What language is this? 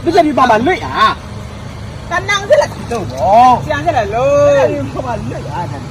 Minangkabau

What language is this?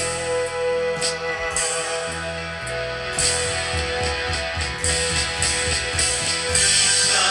Icelandic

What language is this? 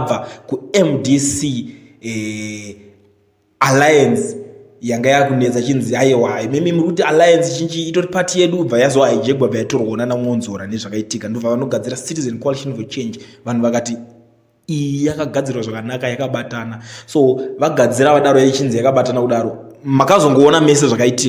Shona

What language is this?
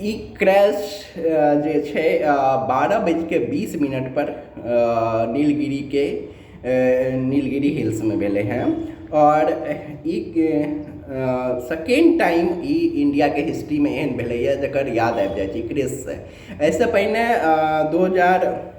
Maithili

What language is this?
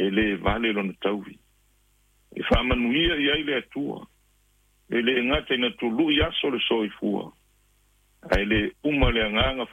Samoan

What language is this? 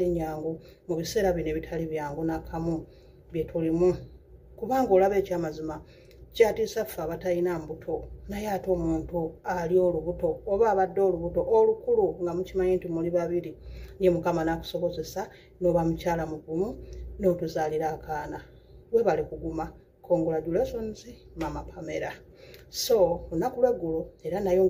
Ganda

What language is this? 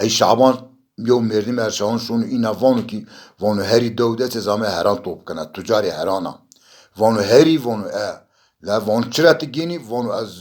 Zaza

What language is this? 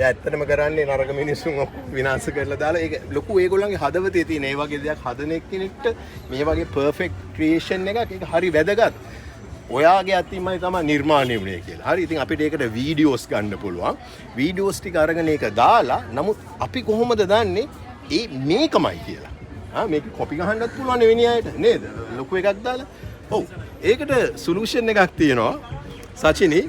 Sinhala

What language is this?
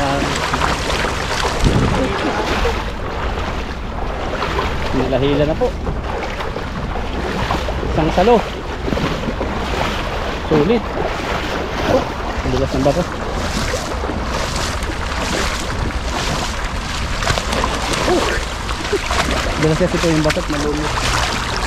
Filipino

